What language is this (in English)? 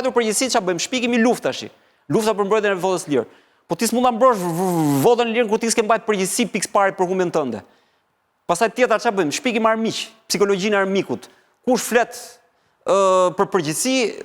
Albanian